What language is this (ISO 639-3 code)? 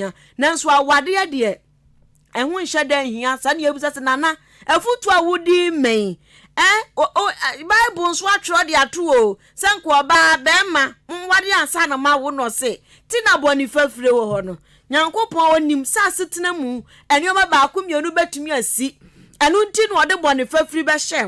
aka